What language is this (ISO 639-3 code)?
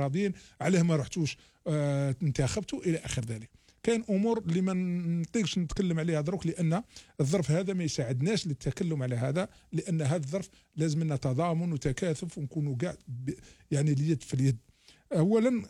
arq